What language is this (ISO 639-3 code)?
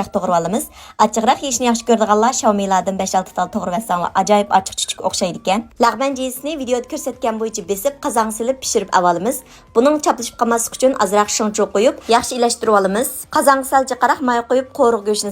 uig